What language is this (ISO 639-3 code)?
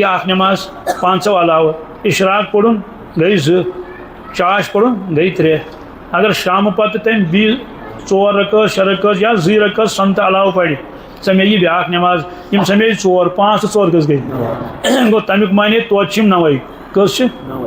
kas